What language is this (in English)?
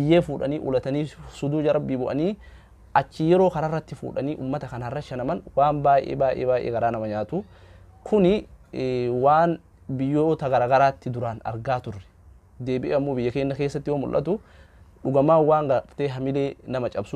Oromo